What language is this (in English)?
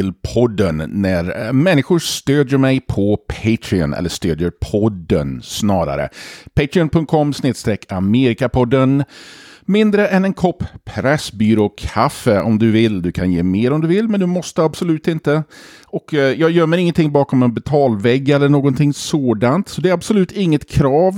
Swedish